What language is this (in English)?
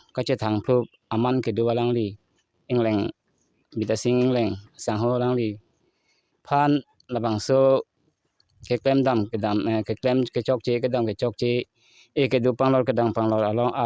Karbi